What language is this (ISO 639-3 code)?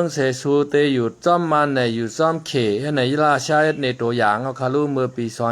shn